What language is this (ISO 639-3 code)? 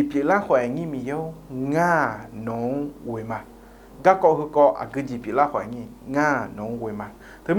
ahk